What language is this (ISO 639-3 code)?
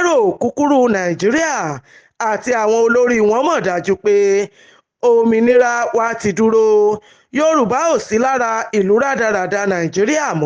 yor